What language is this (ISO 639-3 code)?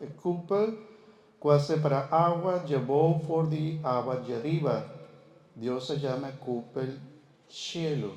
pap